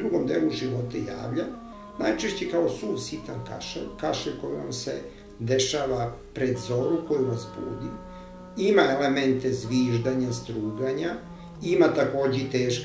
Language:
Serbian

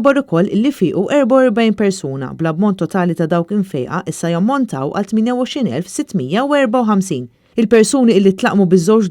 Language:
Maltese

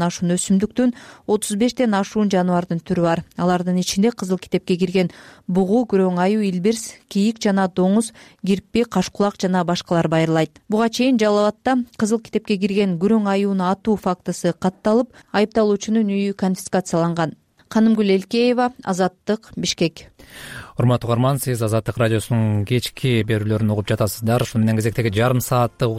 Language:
Kyrgyz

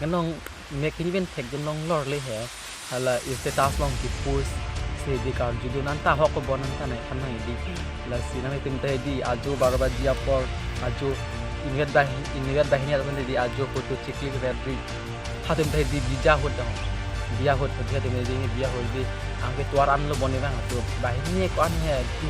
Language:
Karbi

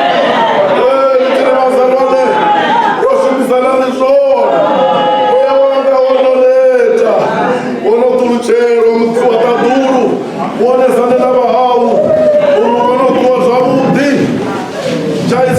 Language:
Venda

